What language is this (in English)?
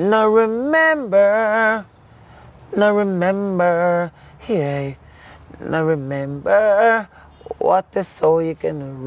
Jamaican Creole English